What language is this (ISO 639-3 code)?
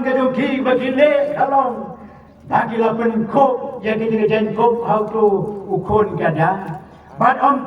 kha